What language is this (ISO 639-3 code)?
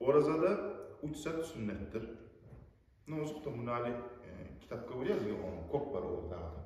kum